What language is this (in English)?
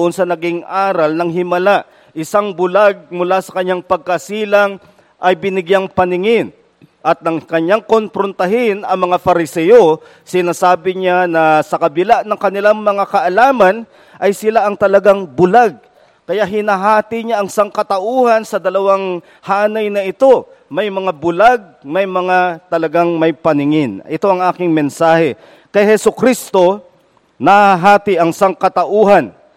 Filipino